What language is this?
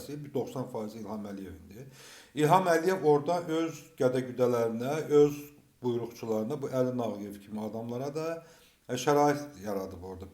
Azerbaijani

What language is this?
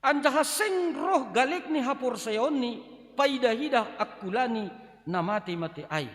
Batak Simalungun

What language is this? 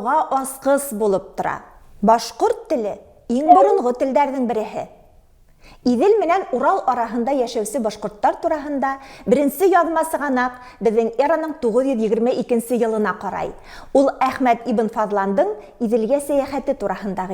Bashkir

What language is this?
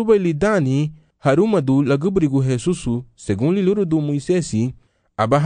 Garifuna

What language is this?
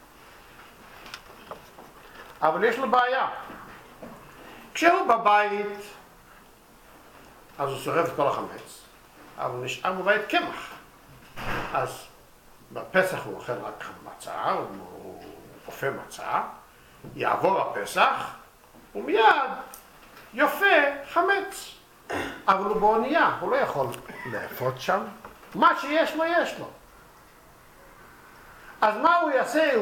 Hebrew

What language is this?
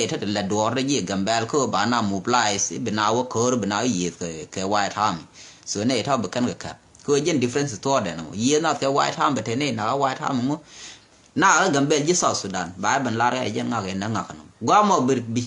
Nuer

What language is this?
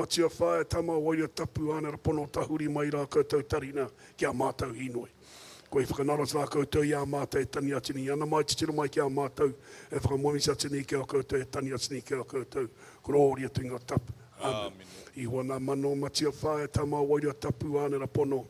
Māori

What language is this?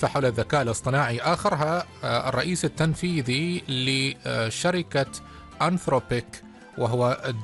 Arabic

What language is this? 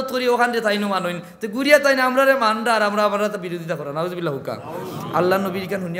Sylheti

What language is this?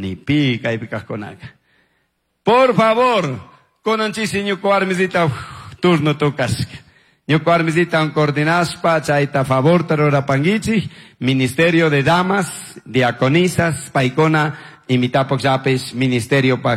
Chimborazo Highland Quichua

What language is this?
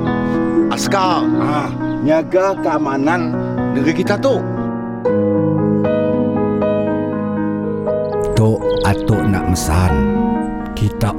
Malay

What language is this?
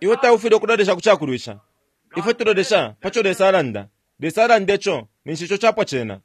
Bemba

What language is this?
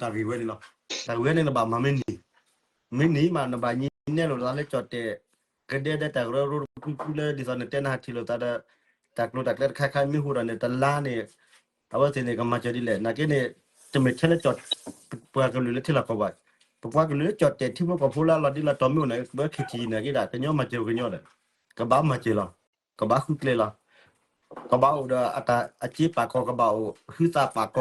S'gaw Karen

